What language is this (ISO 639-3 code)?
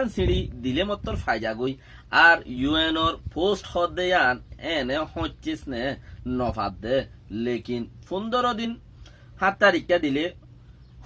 rhg